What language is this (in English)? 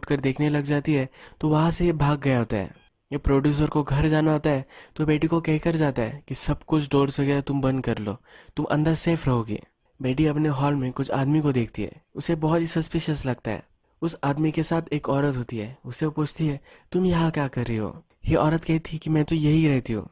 Hindi